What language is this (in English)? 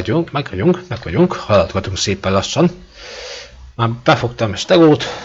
Hungarian